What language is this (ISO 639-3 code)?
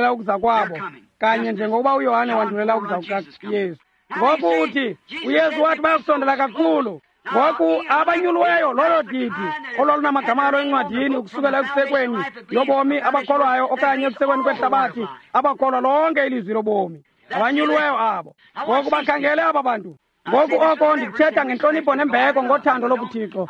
xho